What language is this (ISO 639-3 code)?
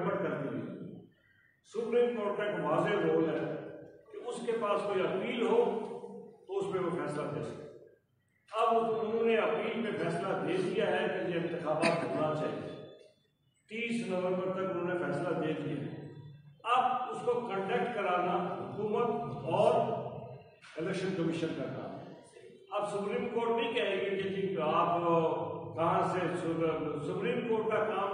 urd